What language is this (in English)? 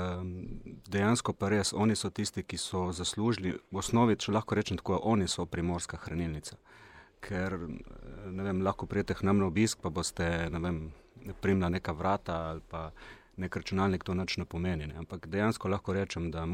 Slovenian